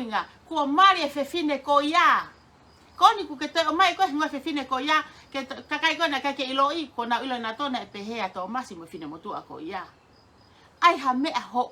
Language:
Tongan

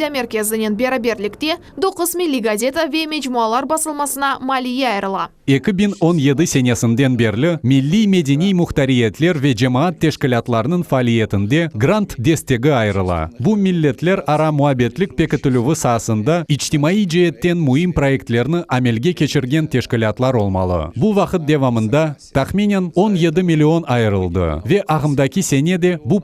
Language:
Crimean Tatar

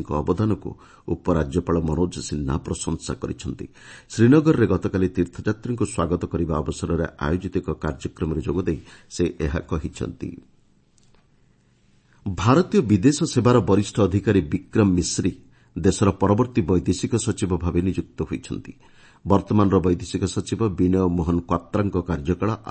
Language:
Odia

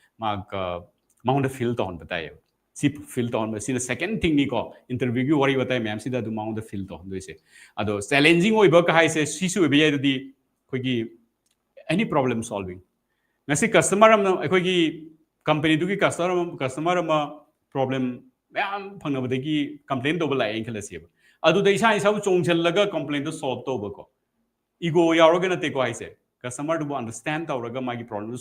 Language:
Manipuri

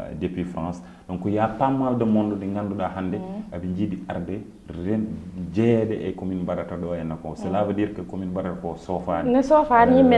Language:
Fula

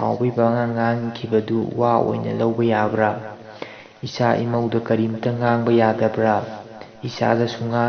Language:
Manipuri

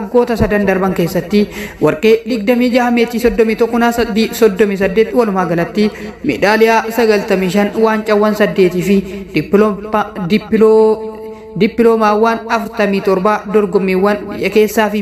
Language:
Oromo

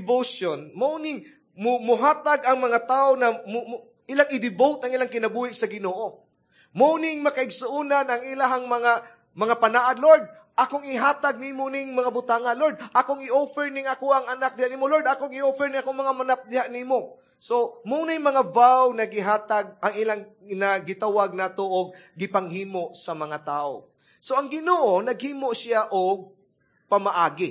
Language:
Cebuano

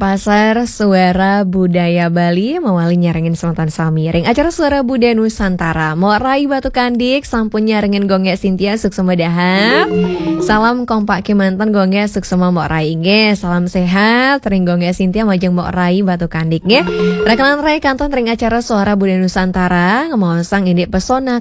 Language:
Balinese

